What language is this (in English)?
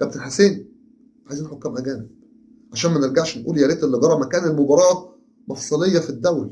Egyptian Arabic